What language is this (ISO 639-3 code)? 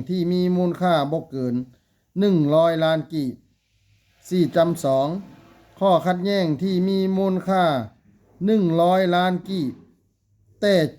lao